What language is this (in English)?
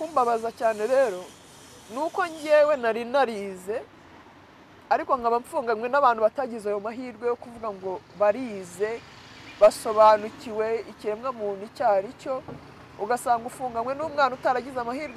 Kinyarwanda